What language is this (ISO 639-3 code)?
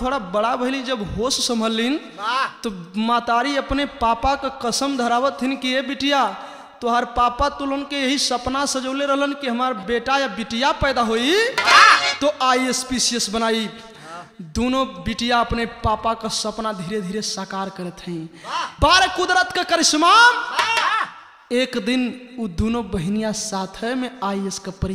bho